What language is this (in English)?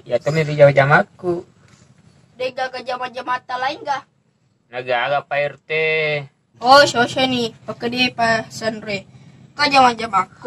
Buginese